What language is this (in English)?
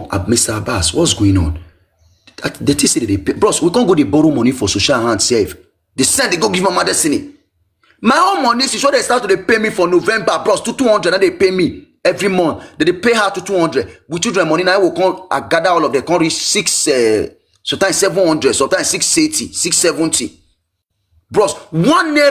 Nigerian Pidgin